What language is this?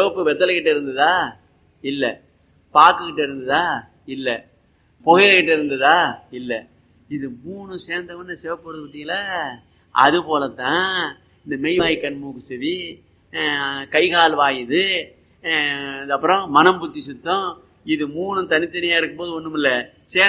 Tamil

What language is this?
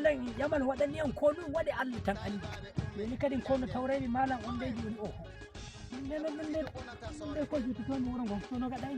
Nigerian Fulfulde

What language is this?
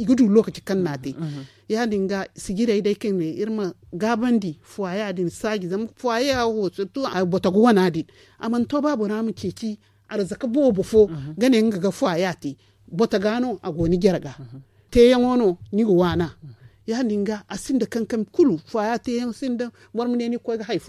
Zarma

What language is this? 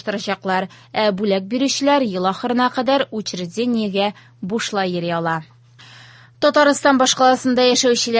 Tatar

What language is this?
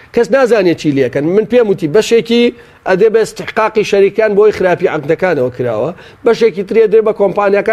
Central Kurdish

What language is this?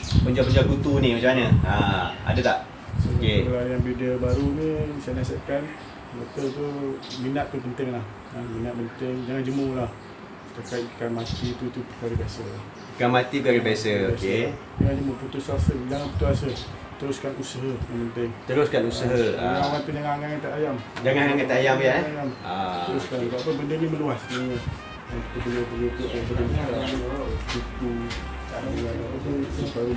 Malay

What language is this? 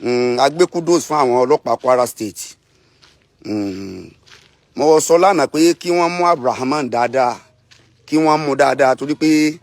Yoruba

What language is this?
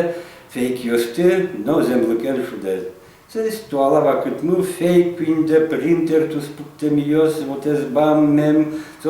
Udmurt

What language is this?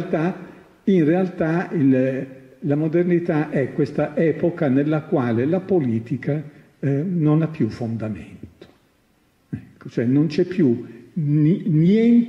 Italian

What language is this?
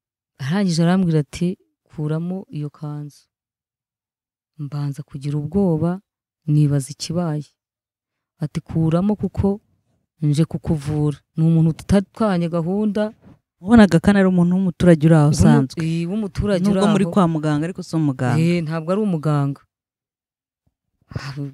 Kinyarwanda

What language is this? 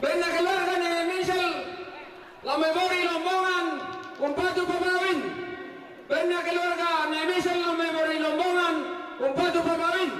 Toraja-Sa'dan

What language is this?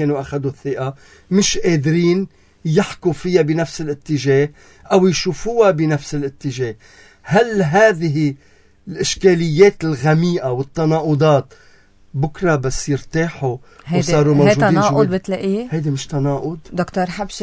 North Levantine Arabic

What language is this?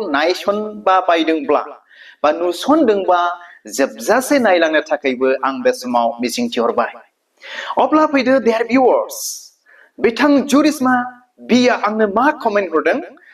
Bodo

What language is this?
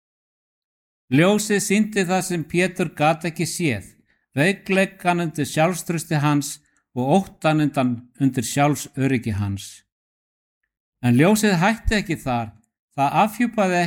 Icelandic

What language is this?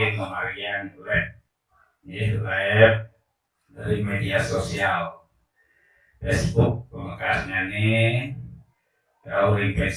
Balinese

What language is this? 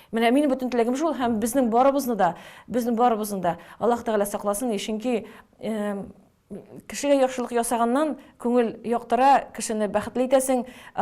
Tatar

